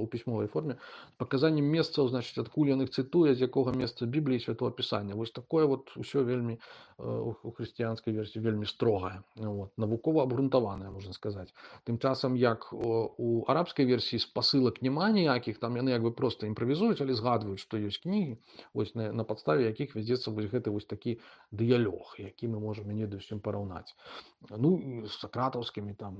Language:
Belarusian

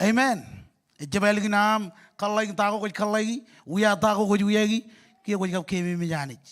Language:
Marshallese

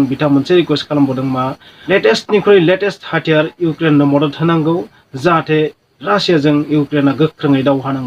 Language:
Bodo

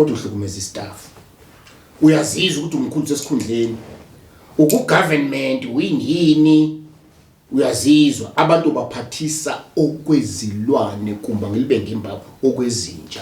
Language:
Zulu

